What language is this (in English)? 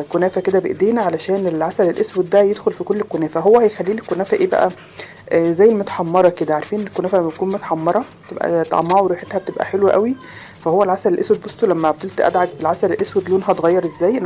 Egyptian Arabic